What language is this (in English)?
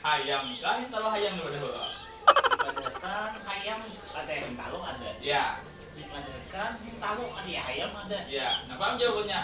Banjar